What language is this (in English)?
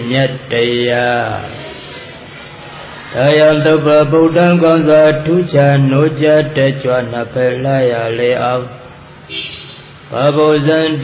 Burmese